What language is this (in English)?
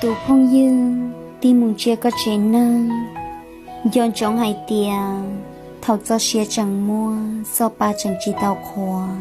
Hmong